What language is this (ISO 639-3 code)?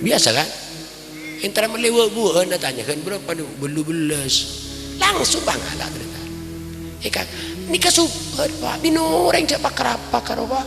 mad